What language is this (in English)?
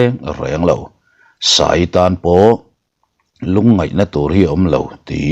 Mizo